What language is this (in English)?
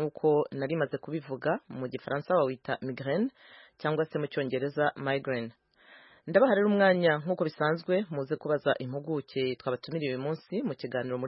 Kinyarwanda